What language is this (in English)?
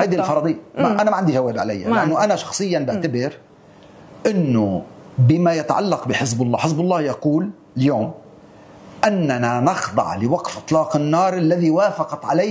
North Levantine Arabic